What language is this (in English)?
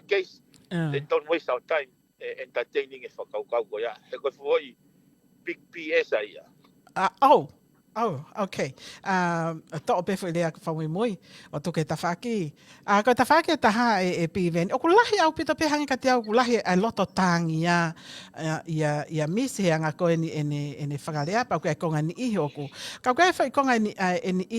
Tongan